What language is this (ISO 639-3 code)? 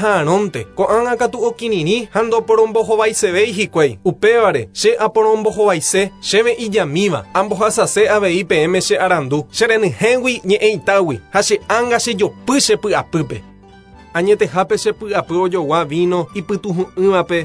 grn